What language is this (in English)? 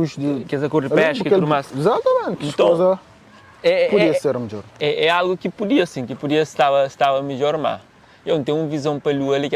Kabuverdianu